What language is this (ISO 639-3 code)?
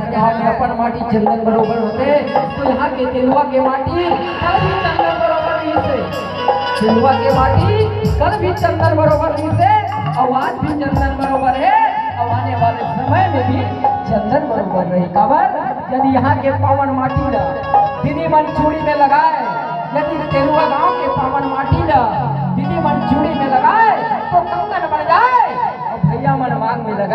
hne